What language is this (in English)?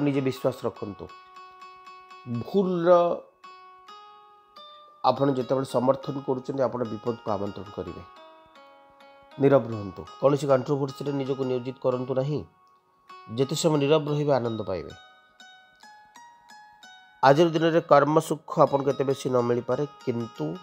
Odia